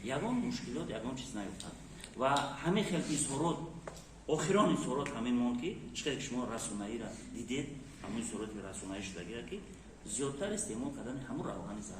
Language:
Tajik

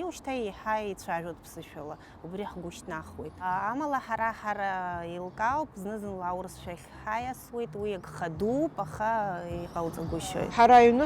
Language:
Abkhazian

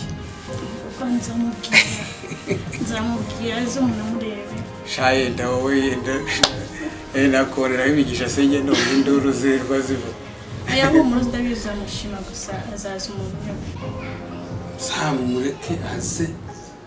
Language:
Kinyarwanda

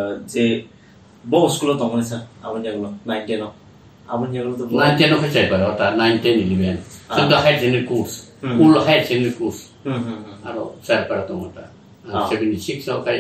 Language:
Kok Borok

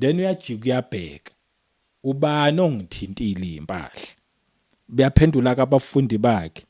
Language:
Zulu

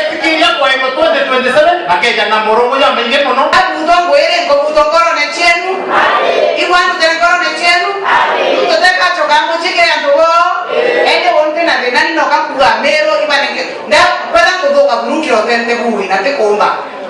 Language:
Meru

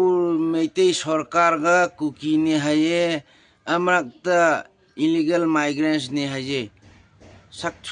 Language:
Manipuri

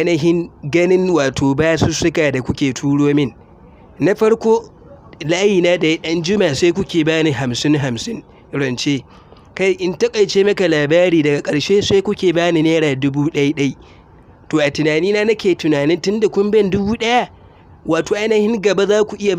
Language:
Hausa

